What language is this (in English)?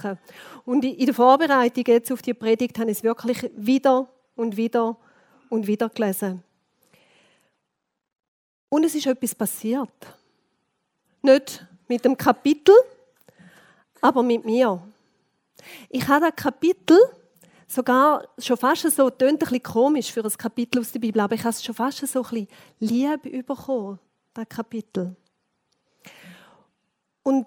German